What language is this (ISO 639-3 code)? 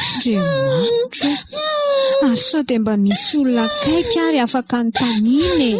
mlg